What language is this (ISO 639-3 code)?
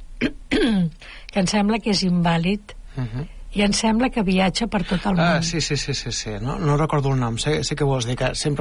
cat